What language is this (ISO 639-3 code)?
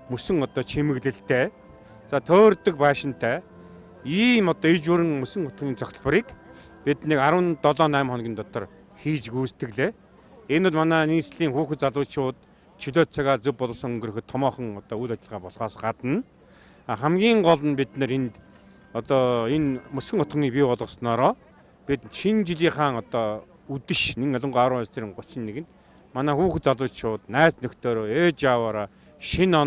mon